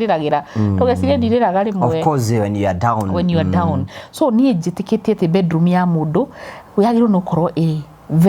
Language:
Kikuyu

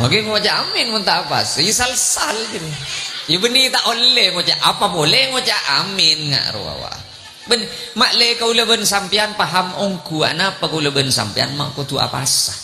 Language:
Madurese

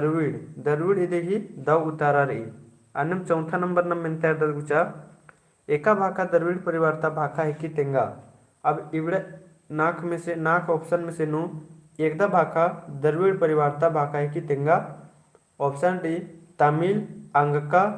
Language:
Kurukh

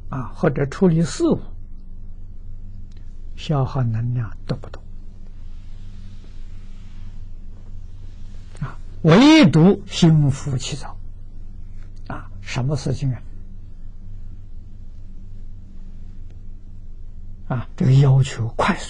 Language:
Chinese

